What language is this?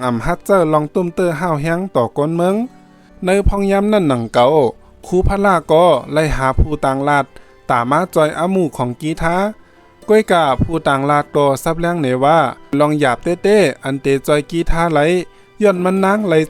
Shan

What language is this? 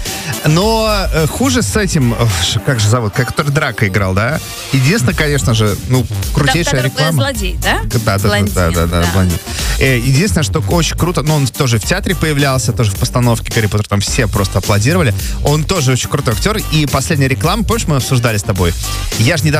Russian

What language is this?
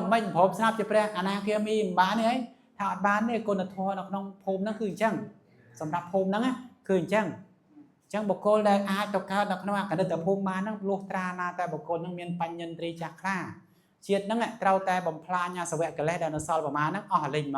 Khmer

